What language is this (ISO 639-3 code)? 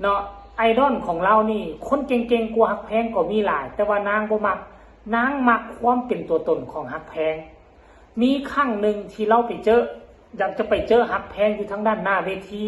tts